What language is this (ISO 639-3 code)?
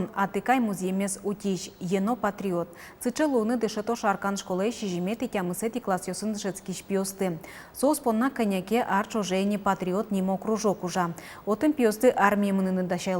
udm